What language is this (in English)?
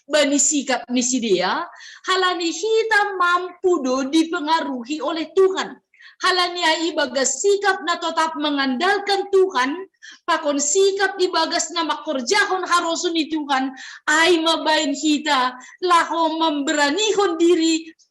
Batak Simalungun